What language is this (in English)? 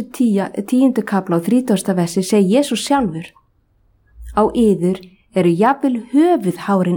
Icelandic